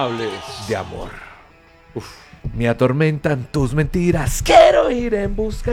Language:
Spanish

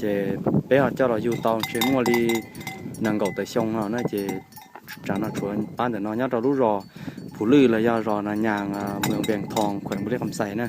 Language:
Hmong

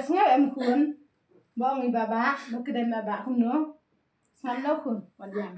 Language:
Khasi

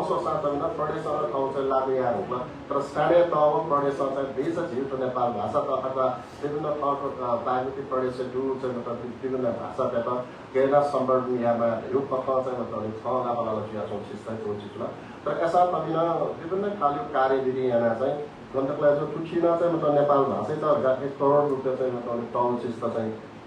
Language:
Newari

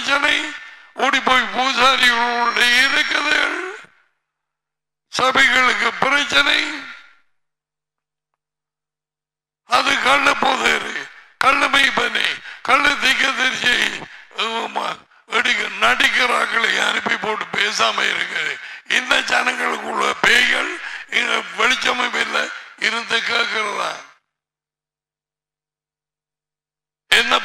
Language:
Tamil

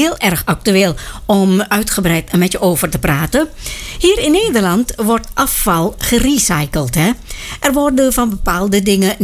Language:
Dutch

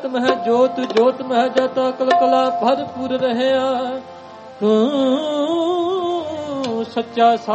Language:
Punjabi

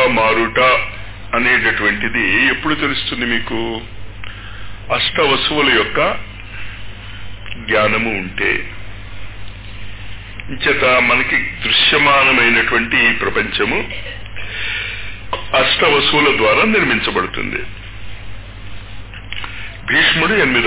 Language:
Telugu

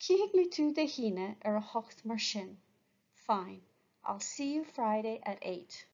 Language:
Irish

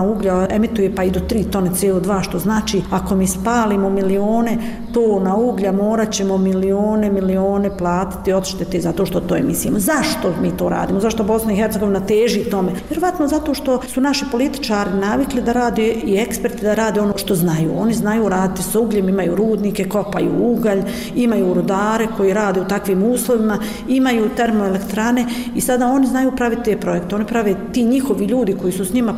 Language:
Bosnian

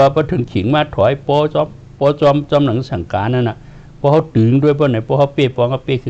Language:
Shan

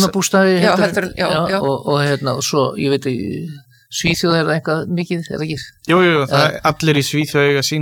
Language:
Icelandic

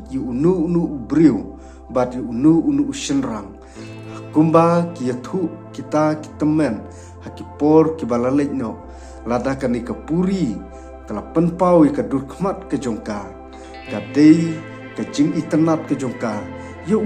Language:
Khasi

